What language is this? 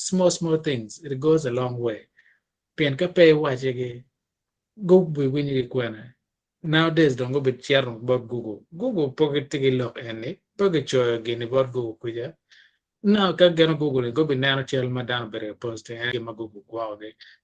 Acoli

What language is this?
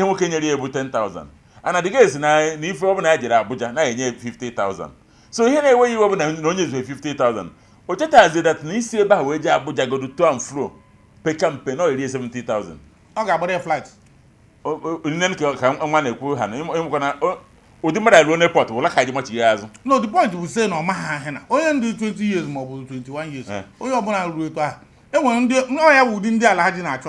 Igbo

